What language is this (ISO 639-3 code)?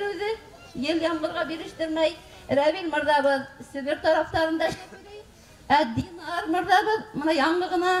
bak